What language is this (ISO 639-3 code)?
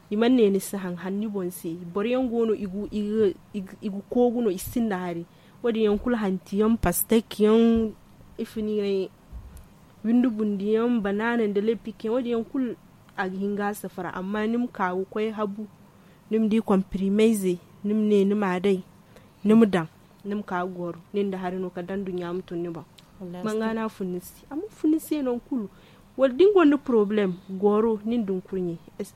dje